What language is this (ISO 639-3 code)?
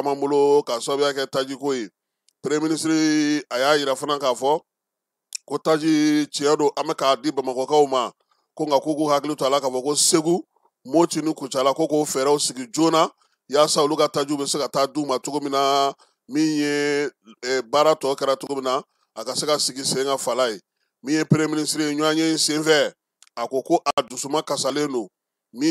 bam